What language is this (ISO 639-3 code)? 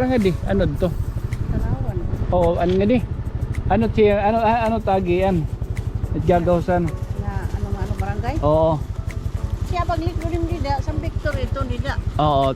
war